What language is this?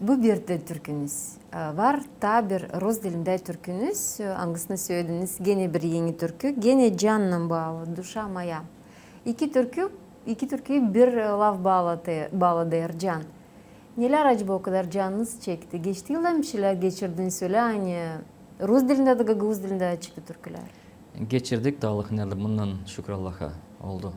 Gagauz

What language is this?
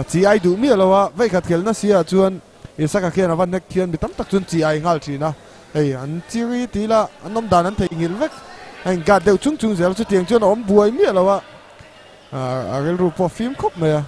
Mizo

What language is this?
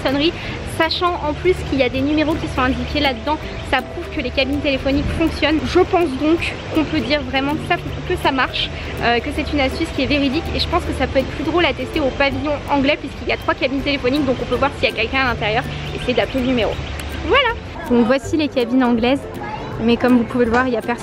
French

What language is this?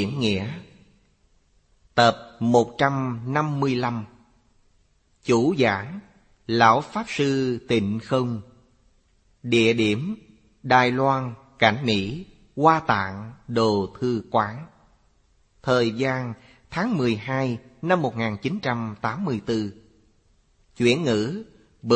Vietnamese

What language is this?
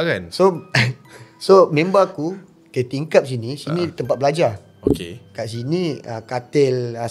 Malay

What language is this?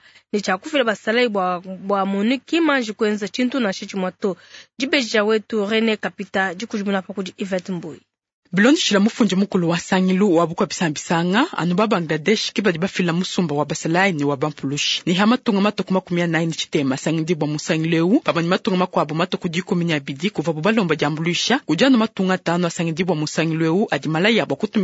Luba-Lulua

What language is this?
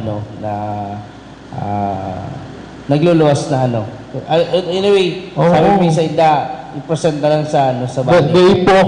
Bikol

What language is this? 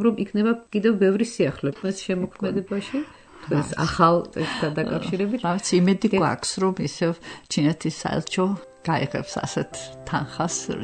Georgian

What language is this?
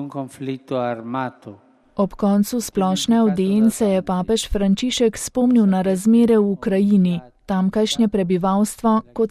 Slovenian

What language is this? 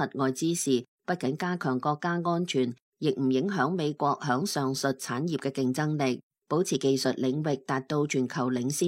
Cantonese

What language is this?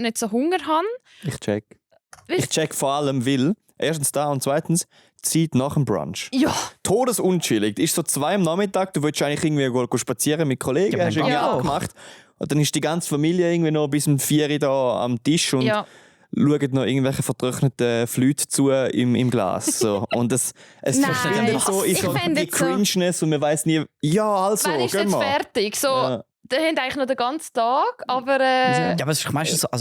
Swiss German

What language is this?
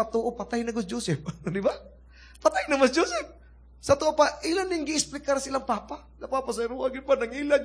Cebuano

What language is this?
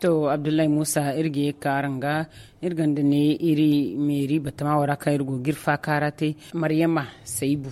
Zarma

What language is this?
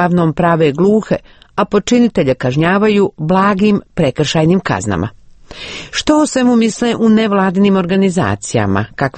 Croatian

